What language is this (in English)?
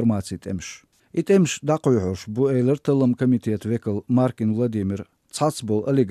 Chechen